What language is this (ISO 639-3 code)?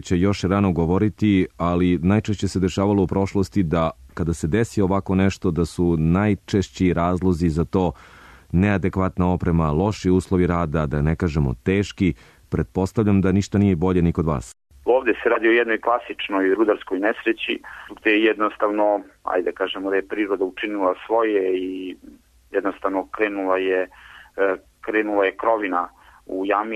srp